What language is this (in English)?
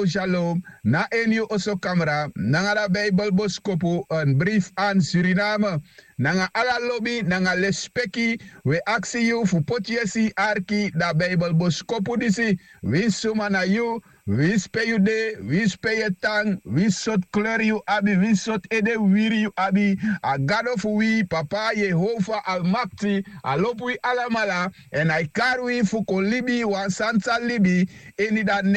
Sranan Tongo